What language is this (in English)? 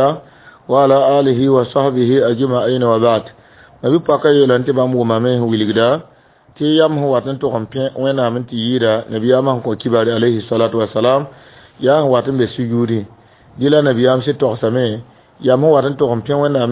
Mossi